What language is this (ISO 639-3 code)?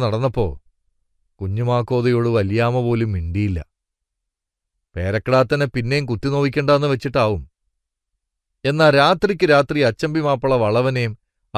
mal